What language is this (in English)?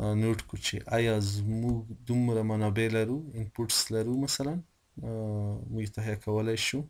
Pashto